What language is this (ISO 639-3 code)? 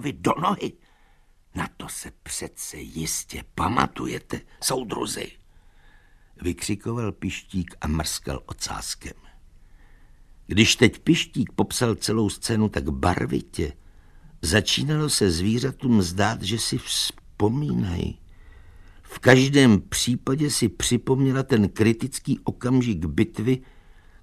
ces